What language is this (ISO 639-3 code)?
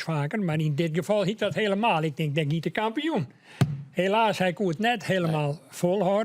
fry